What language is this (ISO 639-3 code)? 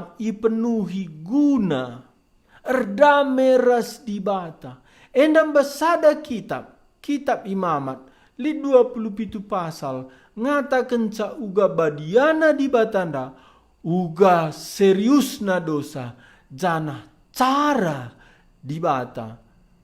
btx